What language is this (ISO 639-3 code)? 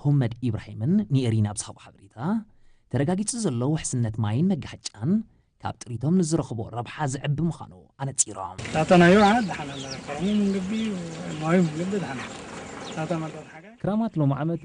tir